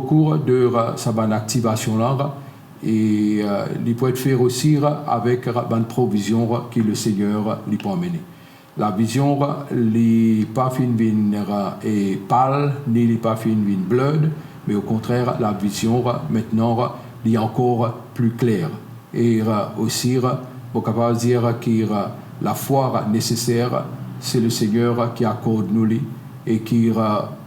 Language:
Morisyen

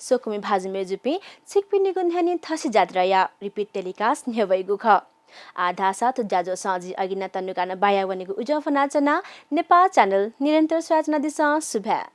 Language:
Newari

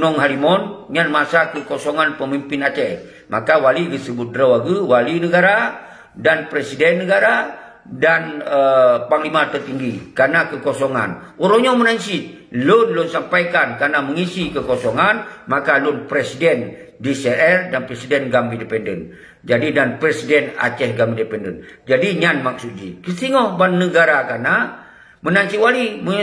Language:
Achinese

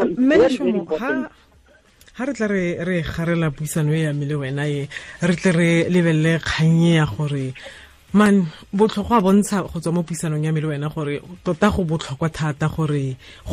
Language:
Tswana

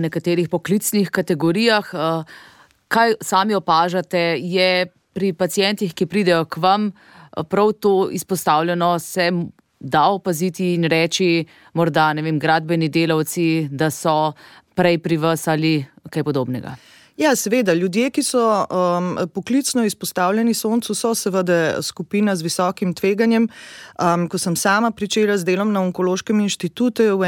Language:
Slovenian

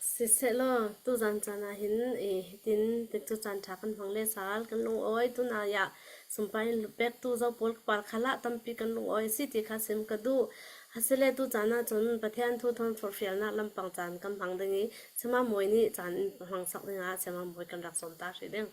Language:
Hakha Chin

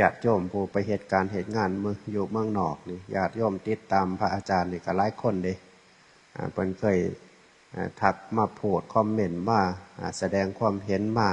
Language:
Northeastern Thai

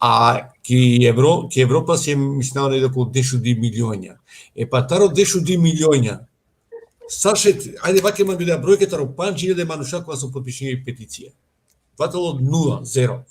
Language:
Balkan Romani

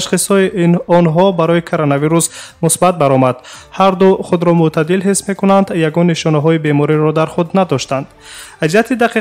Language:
Tajik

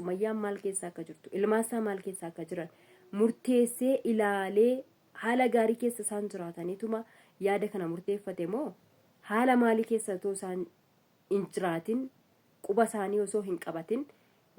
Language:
Oromo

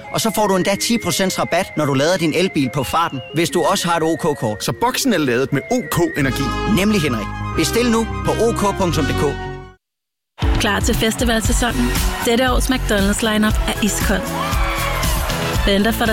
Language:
Danish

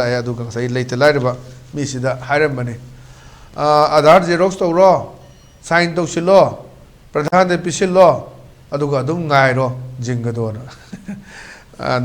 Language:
Manipuri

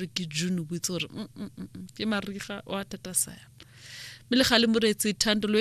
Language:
Tswana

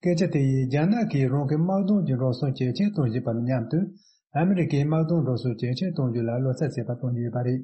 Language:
Tibetan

